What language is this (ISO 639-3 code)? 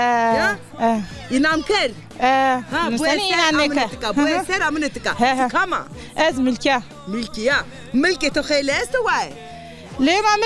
zza